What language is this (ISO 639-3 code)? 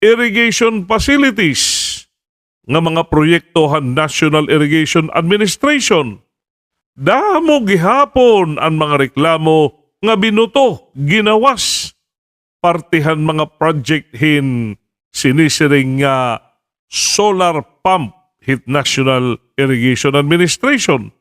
war